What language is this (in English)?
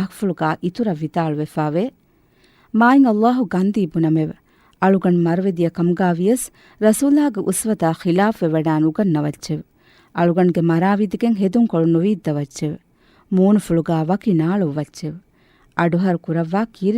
Divehi